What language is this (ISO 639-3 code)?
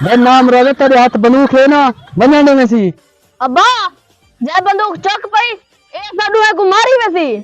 skr